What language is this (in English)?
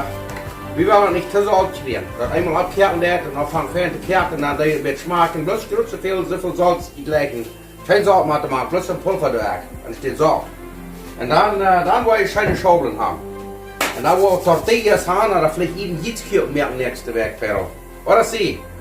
Plautdietsch